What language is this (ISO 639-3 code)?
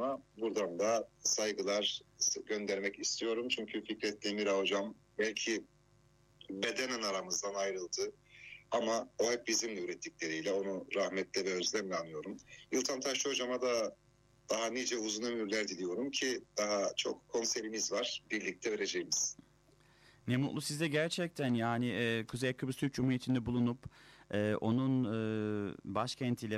tur